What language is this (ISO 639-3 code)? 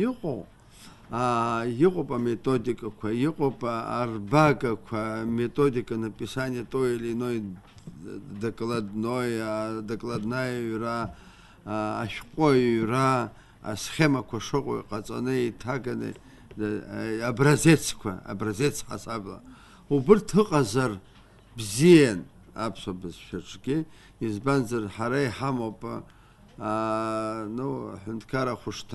abk